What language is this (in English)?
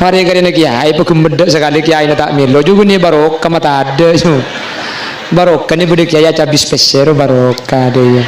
Madurese